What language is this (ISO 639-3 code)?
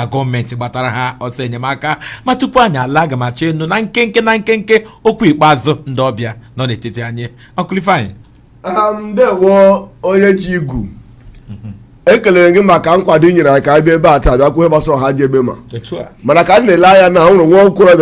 ibo